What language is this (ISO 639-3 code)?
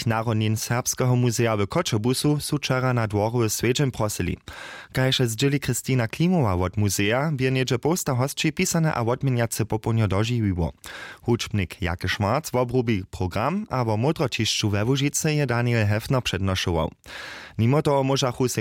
hsb